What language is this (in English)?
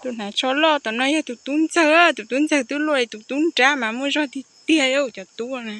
Hmong